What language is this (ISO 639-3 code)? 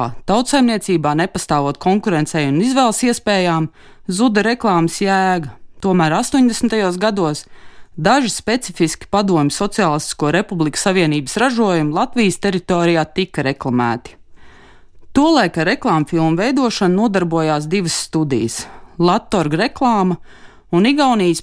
lav